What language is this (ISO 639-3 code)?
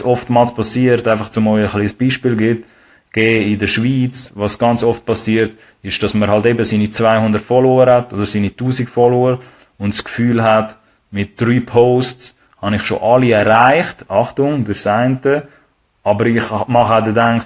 gsw